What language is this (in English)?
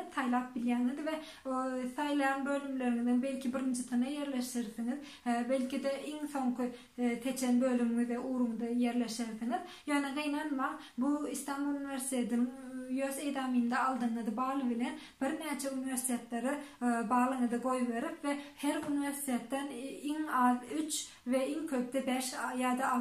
Turkmen